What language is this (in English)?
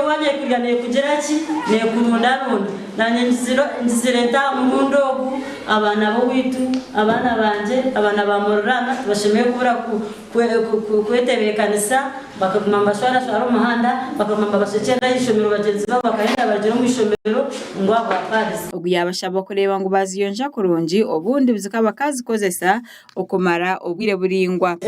Nyankole